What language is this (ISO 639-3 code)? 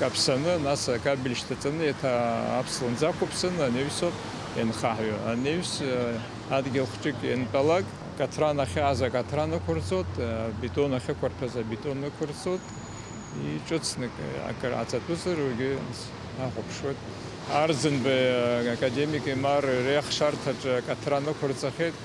abk